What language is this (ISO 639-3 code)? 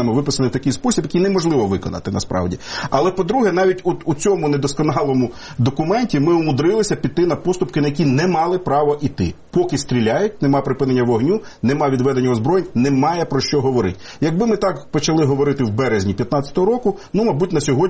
ukr